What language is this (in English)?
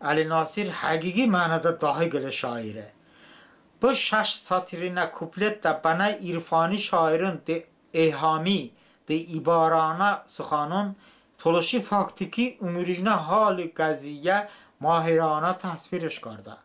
Talysh